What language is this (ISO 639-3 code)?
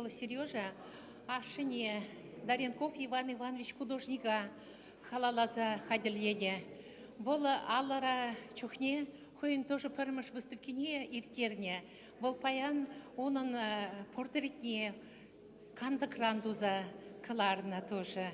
chv